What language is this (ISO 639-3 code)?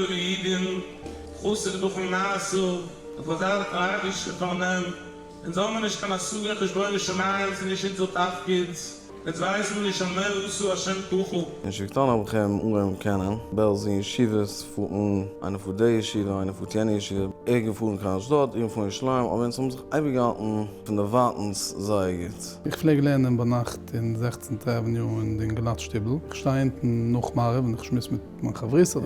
yid